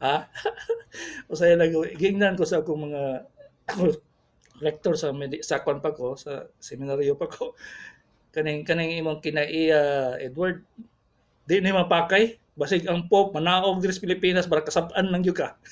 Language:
Cebuano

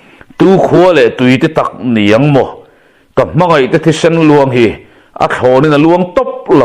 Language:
Mizo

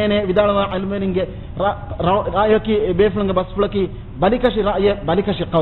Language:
Divehi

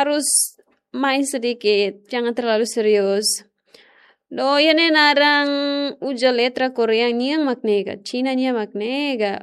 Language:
Tetum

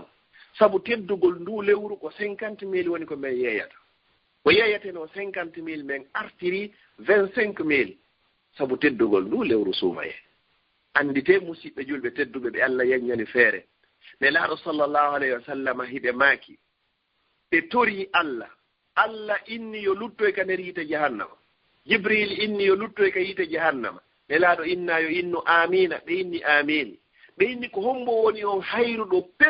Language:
Fula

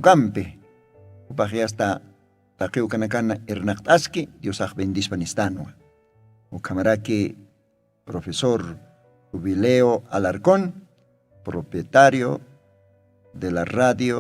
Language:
Aymara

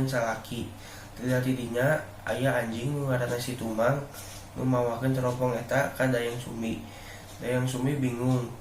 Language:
Sundanese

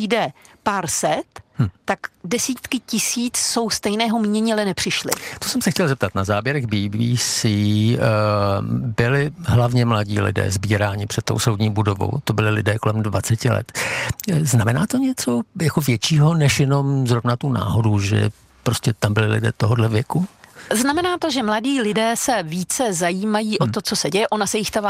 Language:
Czech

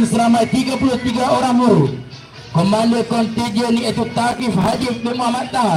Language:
Malay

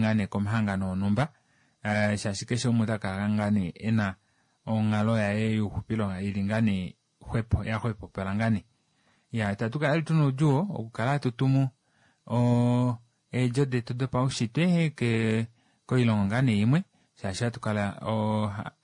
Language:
Kuanyama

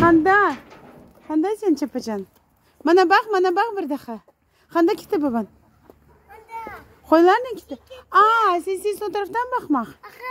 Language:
Crimean Tatar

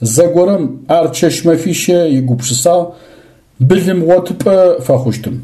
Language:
Adyghe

